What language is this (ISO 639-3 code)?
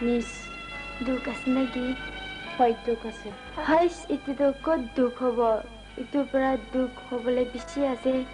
nag